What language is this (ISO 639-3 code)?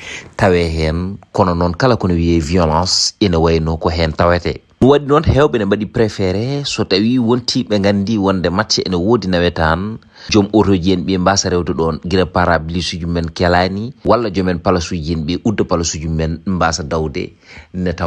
ful